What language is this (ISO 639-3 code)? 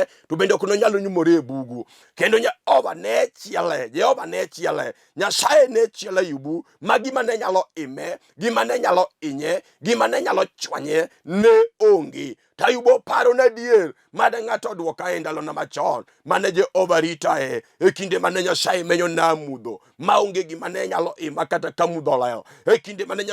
luo